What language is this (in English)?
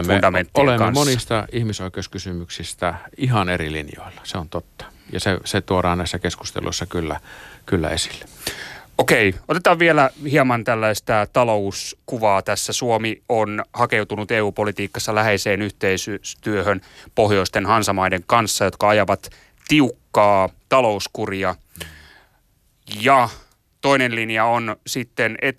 Finnish